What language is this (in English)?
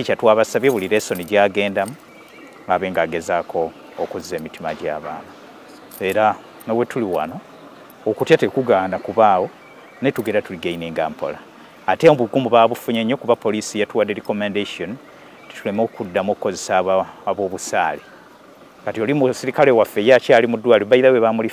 Ganda